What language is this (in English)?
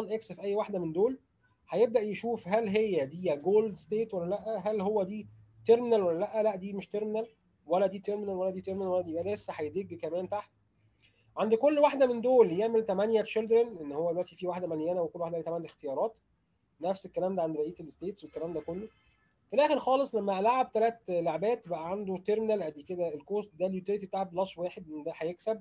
Egyptian Arabic